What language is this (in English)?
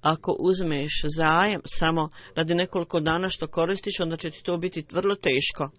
Bosnian